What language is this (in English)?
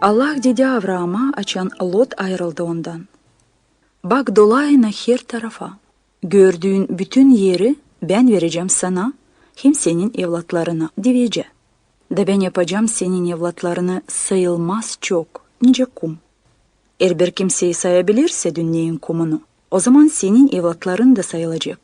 Gagauz